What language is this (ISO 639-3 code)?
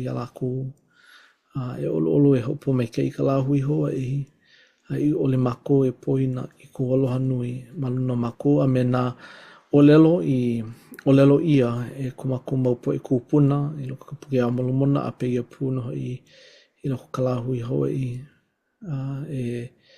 haw